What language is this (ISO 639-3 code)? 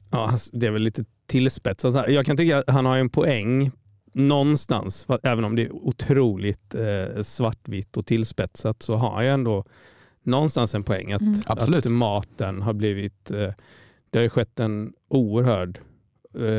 swe